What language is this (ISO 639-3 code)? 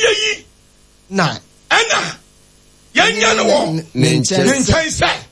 aka